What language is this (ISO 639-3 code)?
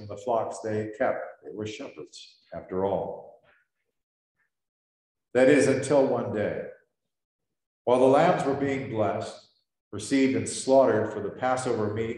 eng